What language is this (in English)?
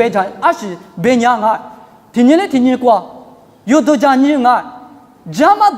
Lisu